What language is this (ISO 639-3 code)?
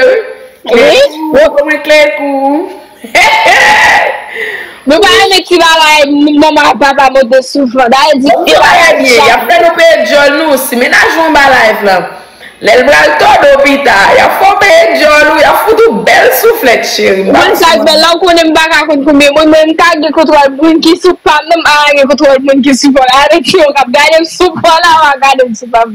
hat